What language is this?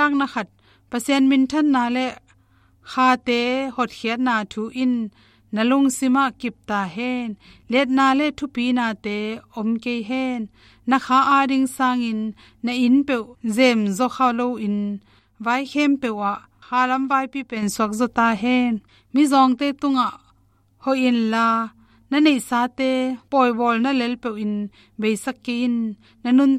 Tedim Chin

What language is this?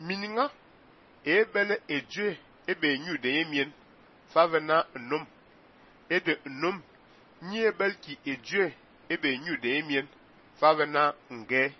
Fang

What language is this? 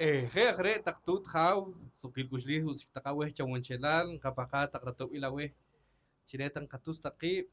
Poqomchi'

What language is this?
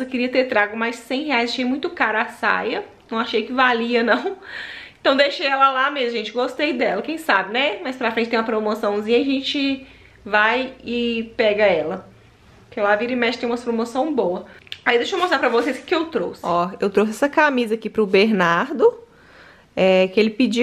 Portuguese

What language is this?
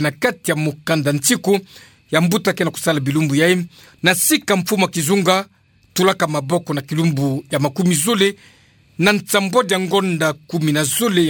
Kituba (Democratic Republic of Congo)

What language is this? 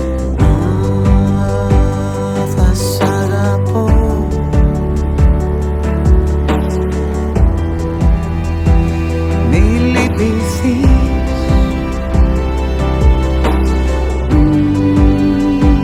Greek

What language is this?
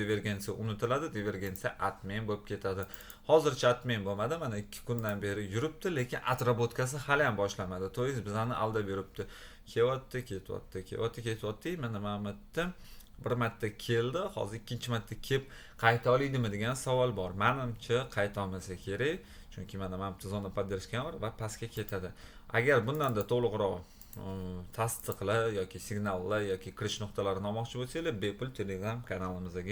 Uzbek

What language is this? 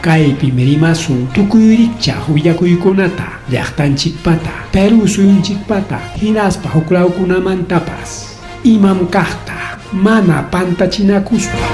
Ayacucho Quechua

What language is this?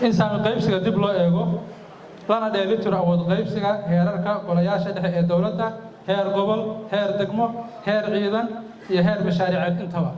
Somali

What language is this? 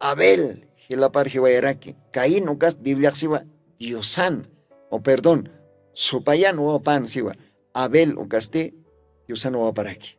Aymara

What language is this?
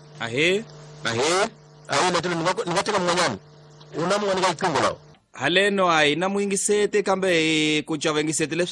Tsonga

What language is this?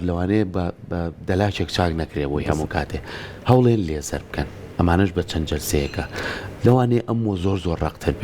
Central Kurdish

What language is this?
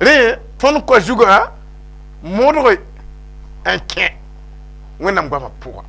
Mossi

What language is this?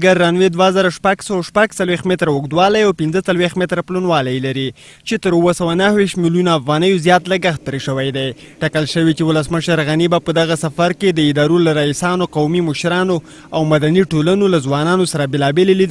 Pashto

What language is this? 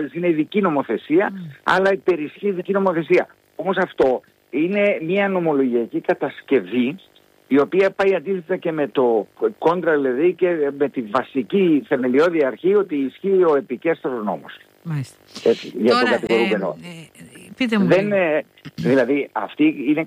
Greek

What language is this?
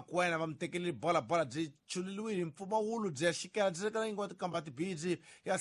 Tsonga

